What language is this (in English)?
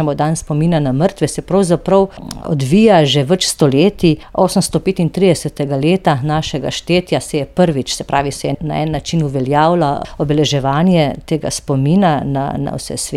Slovenian